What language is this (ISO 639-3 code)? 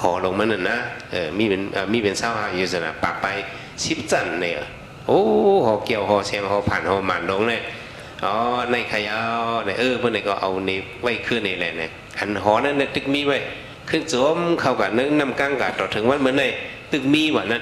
shn